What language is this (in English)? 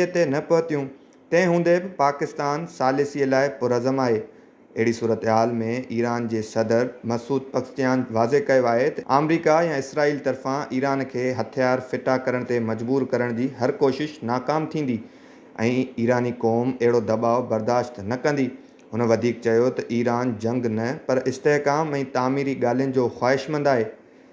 Sindhi